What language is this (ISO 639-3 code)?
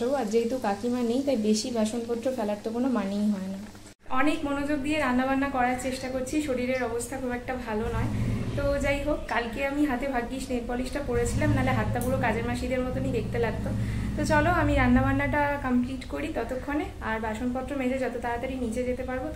ben